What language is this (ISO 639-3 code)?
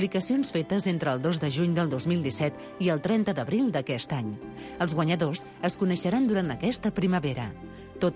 cat